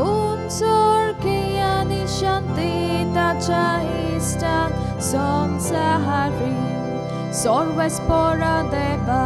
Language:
Konkani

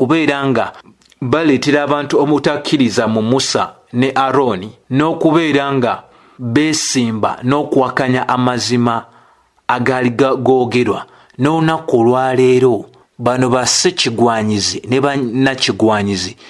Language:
Ganda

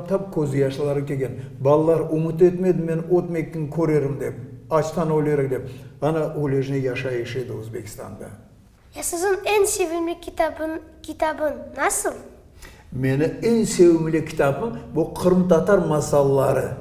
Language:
Crimean Tatar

